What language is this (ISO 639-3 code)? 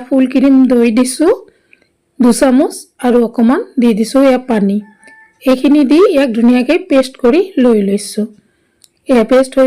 asm